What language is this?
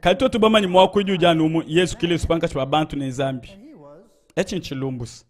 Luba-Lulua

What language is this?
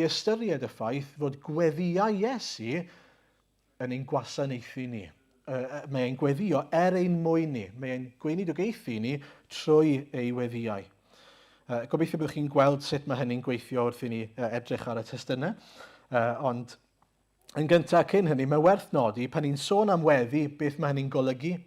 Welsh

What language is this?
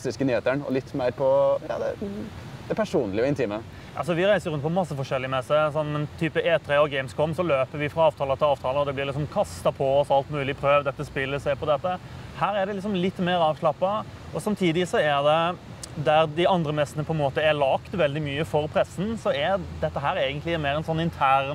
Norwegian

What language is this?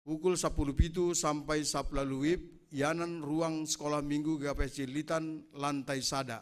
Batak Simalungun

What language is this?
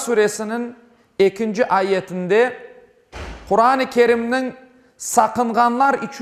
Crimean Tatar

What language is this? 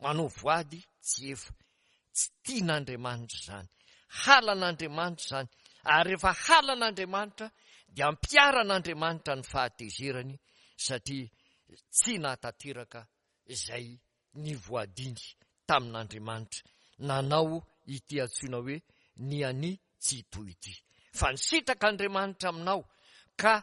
Malagasy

